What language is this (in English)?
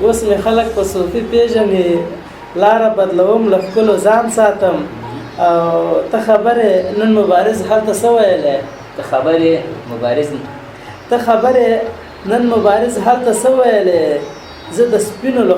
Pashto